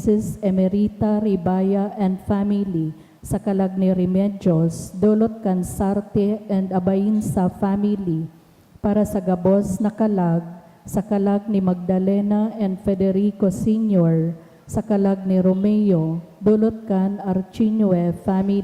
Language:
Bikol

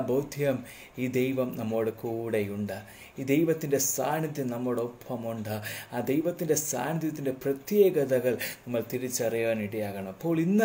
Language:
Malayalam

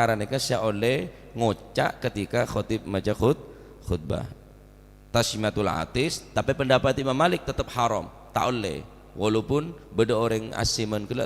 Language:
Madurese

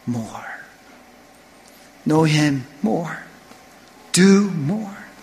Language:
Korean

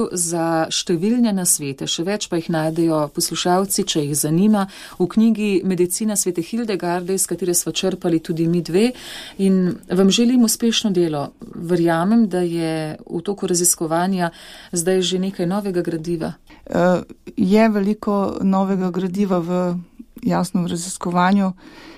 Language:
Slovenian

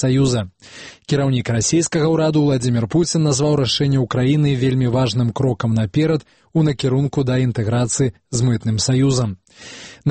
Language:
Belarusian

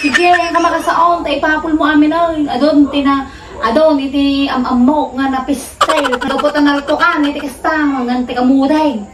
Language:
Iloko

